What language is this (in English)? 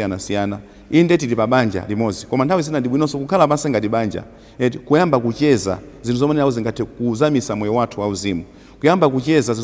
Nyanja